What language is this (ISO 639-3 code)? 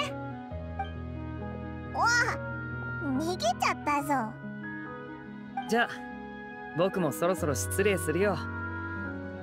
jpn